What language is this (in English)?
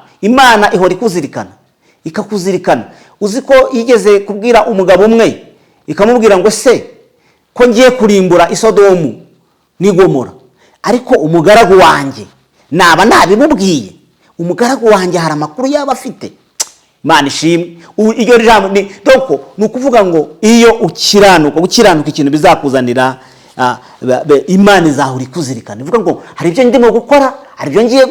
Kinyarwanda